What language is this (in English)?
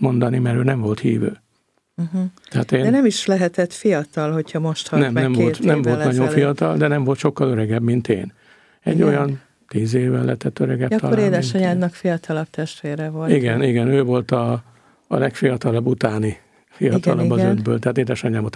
Hungarian